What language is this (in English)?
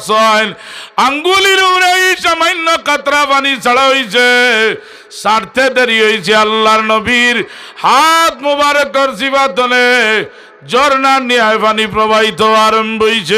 Sylheti